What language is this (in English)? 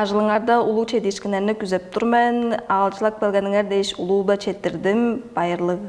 Tuvinian